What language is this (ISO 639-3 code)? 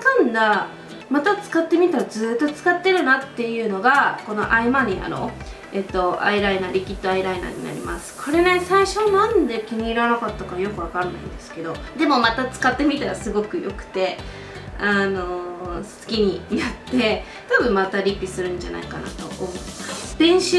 jpn